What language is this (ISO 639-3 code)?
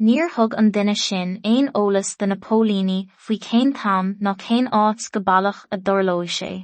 gle